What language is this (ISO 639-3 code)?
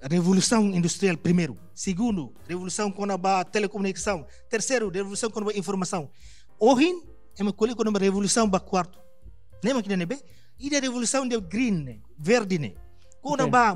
tet